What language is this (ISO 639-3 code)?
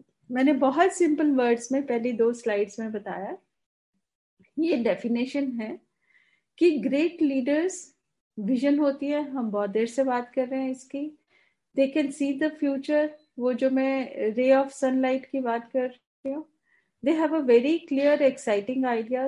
hin